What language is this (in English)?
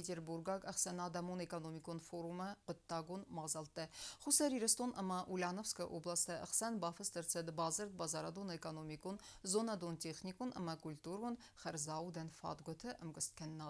Ossetic